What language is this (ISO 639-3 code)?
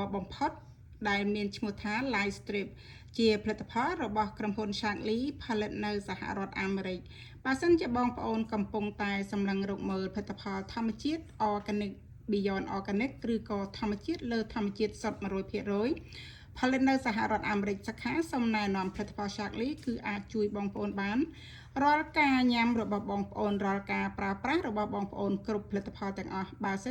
khm